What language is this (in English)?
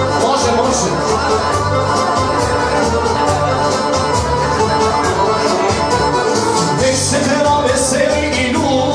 Serbian